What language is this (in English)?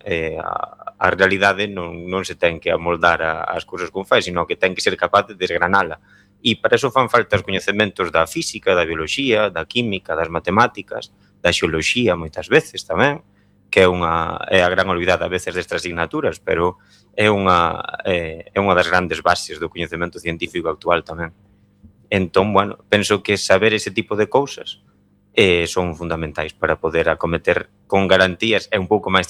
Galician